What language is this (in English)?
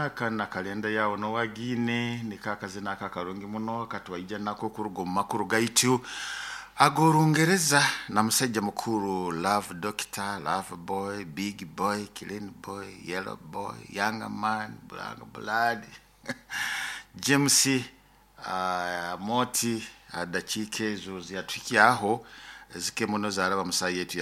Nyoro